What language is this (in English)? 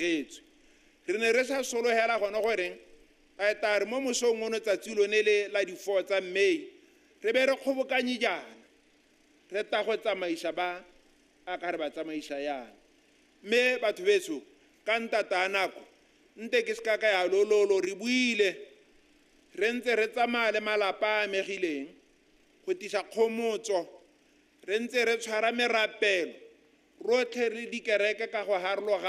Tswana